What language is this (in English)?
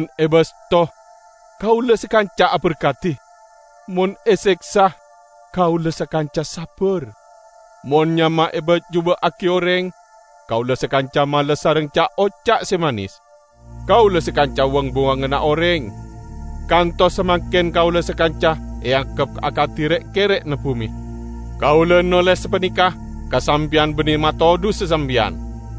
Madurese